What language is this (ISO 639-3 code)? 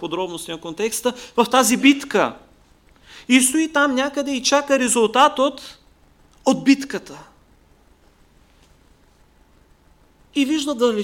bul